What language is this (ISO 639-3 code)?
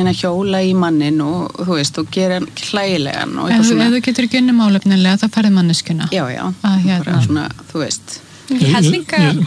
isl